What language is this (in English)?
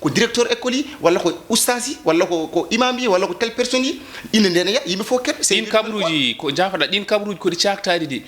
Fula